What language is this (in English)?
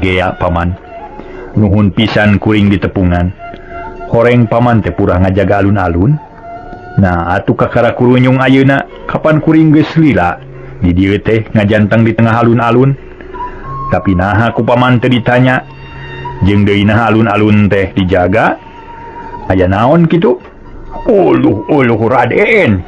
Sundanese